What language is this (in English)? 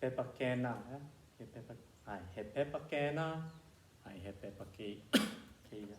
Hawaiian